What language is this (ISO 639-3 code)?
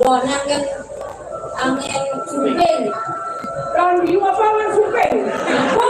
ban